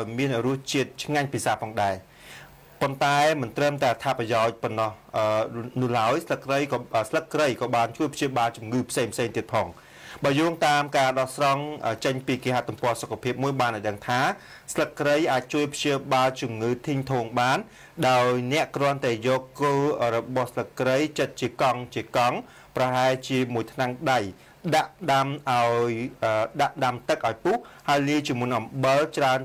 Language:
Khmer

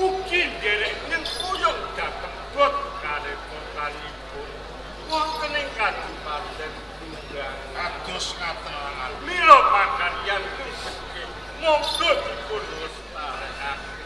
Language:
Javanese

